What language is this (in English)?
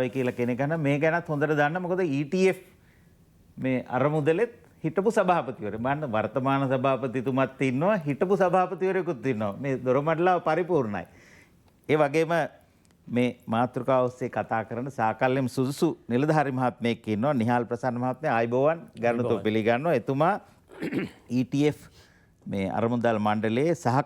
Sinhala